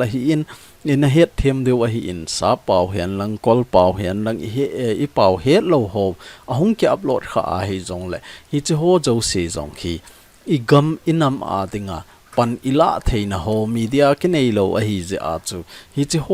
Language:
Thado Chin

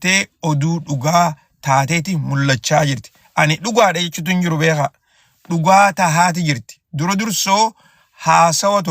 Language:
Oromo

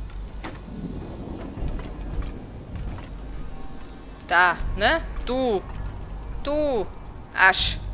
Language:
German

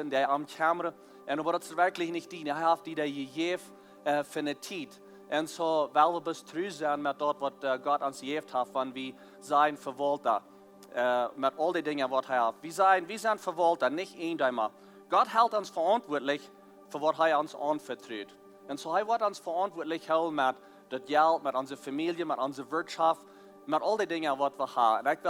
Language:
Plautdietsch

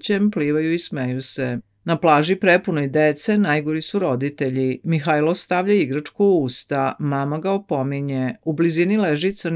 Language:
Serbian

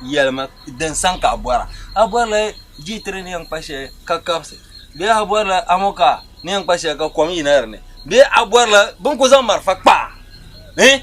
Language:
Dagbani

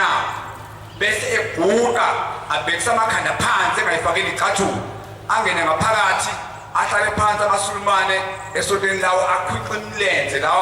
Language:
Zulu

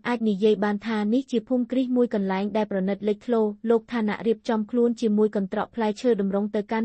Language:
Khmer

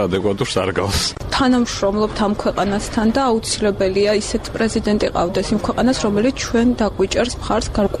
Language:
Georgian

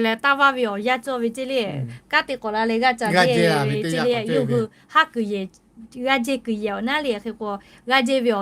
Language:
Lahu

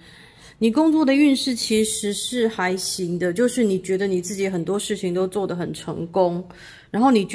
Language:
Chinese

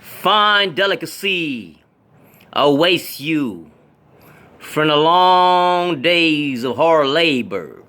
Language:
Hmong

